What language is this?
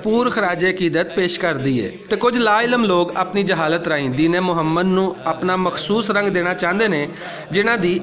Western Panjabi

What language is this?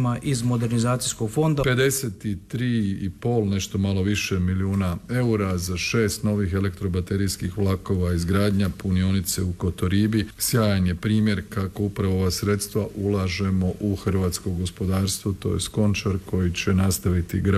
Croatian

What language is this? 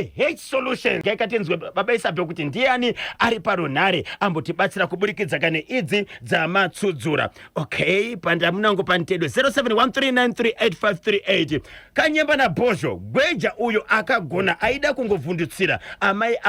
Shona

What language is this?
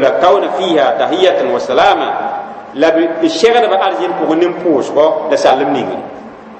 Mossi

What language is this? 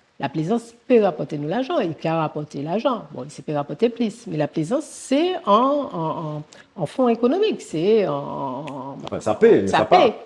Guadeloupean Creole French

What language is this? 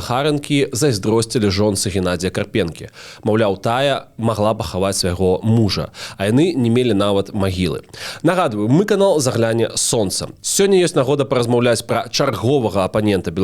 Belarusian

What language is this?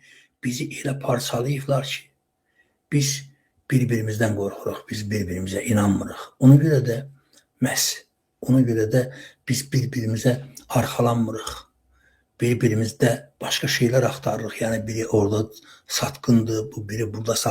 Azerbaijani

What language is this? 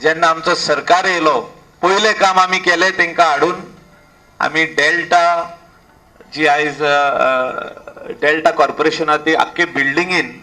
Konkani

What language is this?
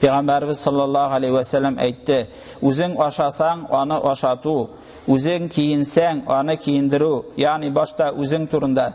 Tatar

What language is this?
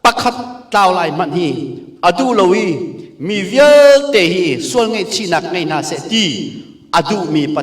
Hakha Chin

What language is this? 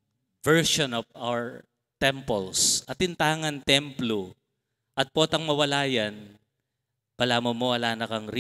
Pampanga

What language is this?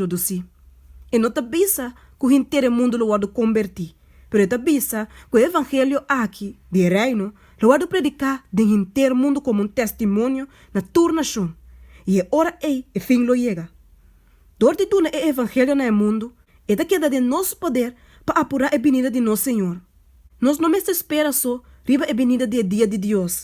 Papiamento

